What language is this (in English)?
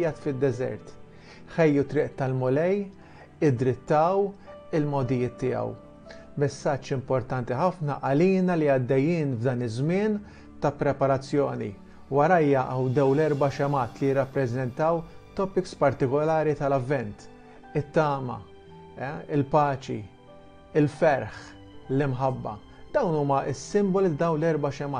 Maltese